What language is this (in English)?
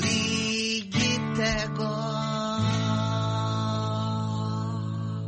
Kinyarwanda